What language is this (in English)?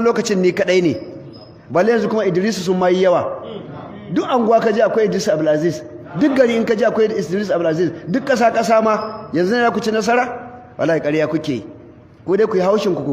Hausa